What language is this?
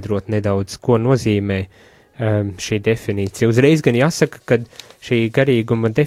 Latvian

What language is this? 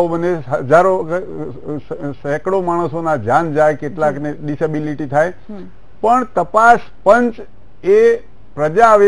Gujarati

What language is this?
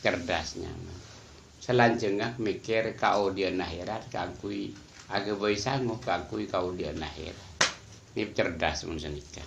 Madurese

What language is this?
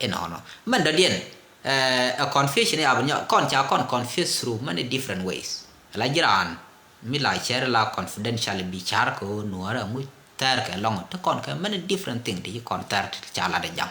Nuer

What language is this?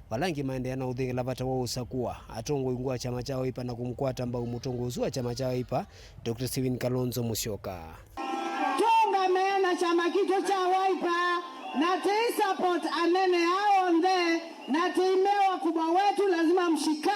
Kamba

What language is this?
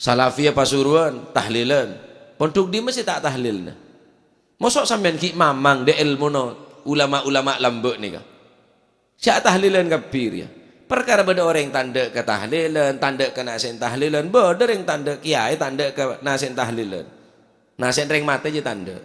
Madurese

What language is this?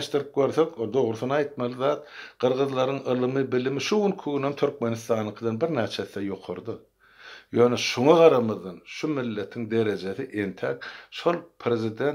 Turkmen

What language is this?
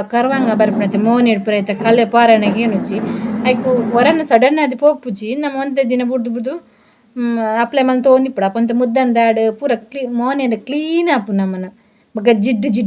Tulu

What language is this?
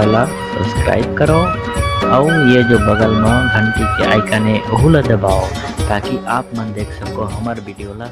Chhattisgarhi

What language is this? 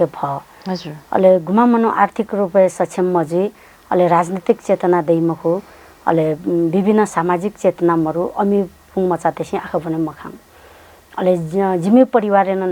Newari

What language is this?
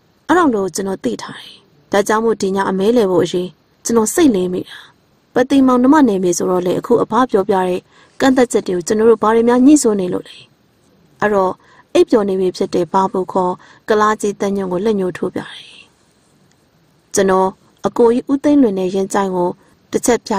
Burmese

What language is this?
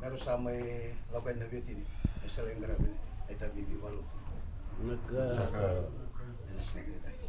Fijian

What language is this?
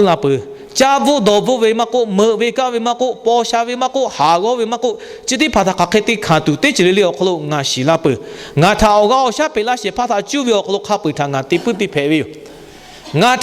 Lahu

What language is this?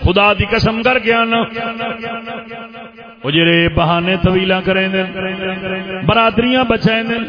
Saraiki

